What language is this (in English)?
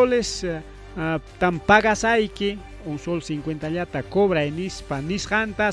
Ayacucho Quechua